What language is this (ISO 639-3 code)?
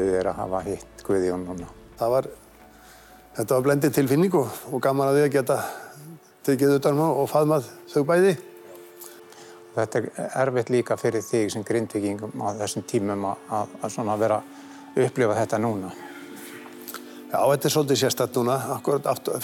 isl